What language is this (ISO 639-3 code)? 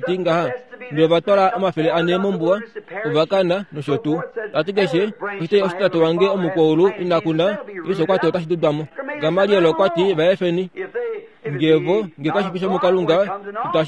kua